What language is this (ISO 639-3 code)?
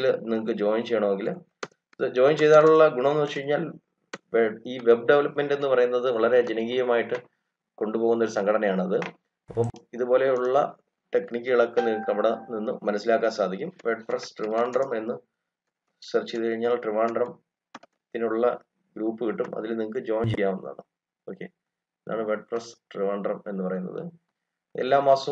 mal